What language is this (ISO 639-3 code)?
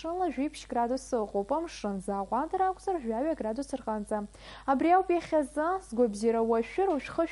abk